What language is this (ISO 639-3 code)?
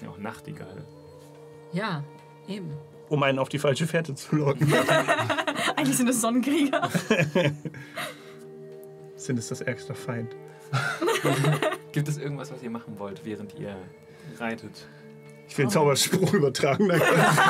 deu